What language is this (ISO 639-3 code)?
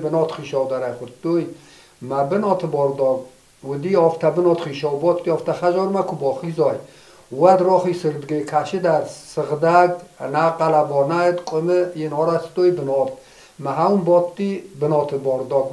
oss